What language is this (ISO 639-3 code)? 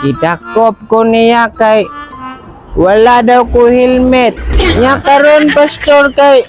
ceb